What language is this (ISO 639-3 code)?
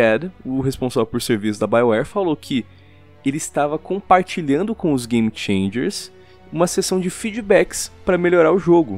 por